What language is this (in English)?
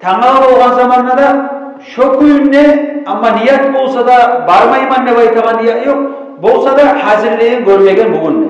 Kumyk